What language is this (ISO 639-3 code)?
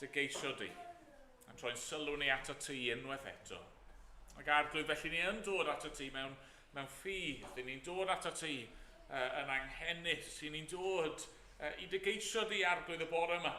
cym